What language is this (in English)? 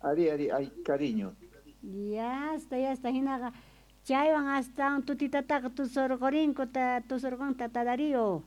South Bolivian Quechua